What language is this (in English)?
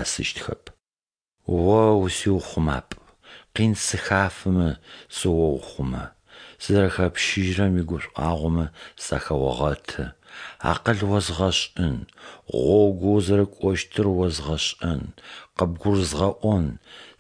Adyghe